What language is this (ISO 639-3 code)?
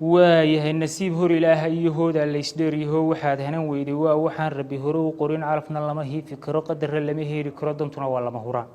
som